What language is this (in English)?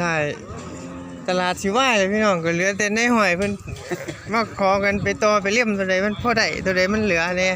Northeastern Thai